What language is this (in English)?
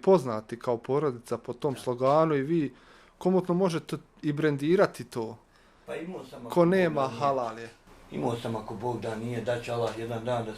Bosnian